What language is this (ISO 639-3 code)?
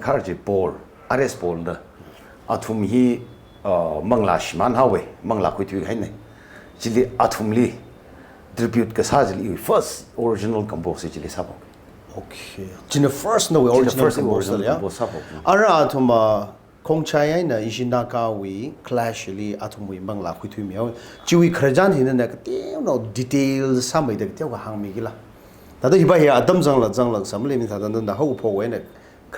nmf